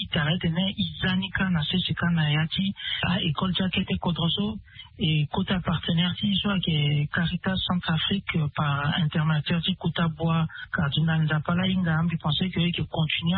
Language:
Sango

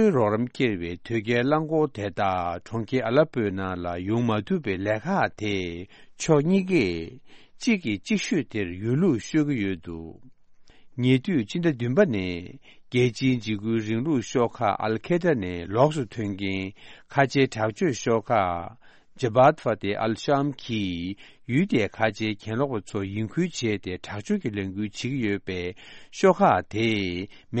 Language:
Tibetan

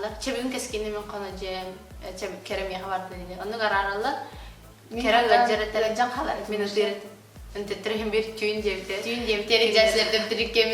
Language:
Yakut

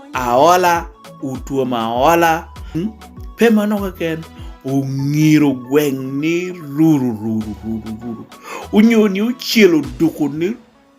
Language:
Lango (Uganda)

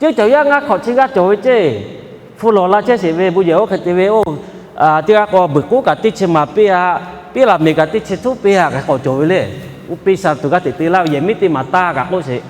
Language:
Lahu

